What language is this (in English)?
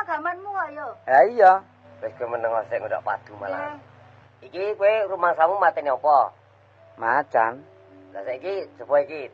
Javanese